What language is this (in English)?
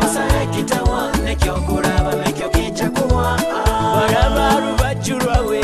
Nyoro